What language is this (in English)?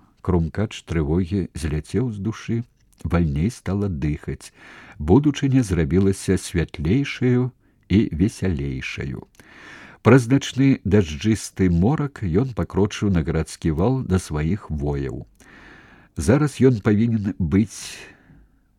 Belarusian